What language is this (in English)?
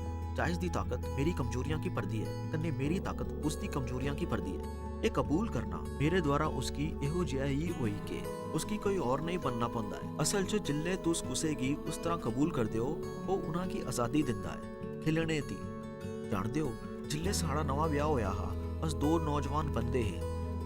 Dogri